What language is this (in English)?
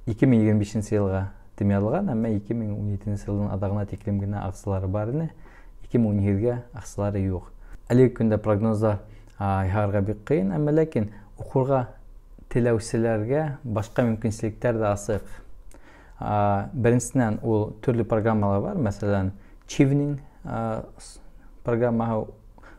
Bashkir